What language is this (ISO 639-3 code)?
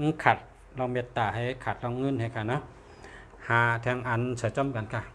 shn